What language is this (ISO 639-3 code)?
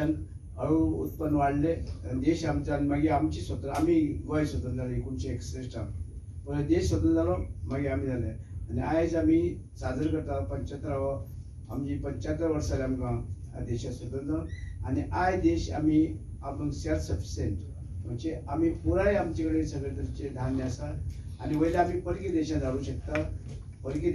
kok